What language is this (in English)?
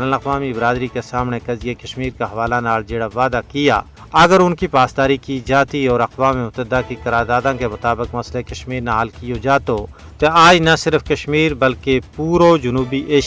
Gujari